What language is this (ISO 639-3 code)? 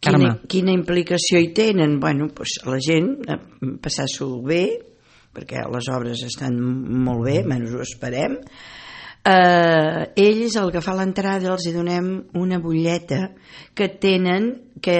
cat